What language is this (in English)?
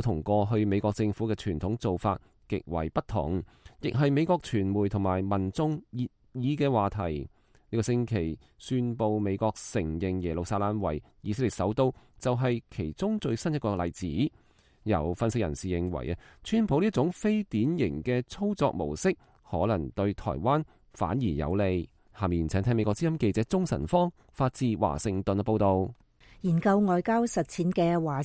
Cantonese